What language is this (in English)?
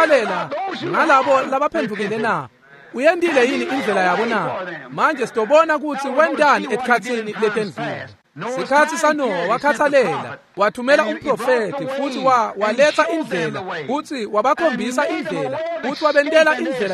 Swati